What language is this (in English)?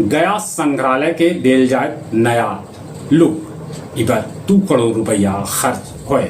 Magahi